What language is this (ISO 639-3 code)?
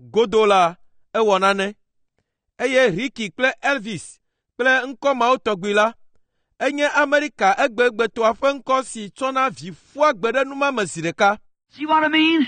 ewe